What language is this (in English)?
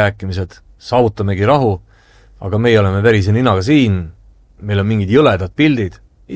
Estonian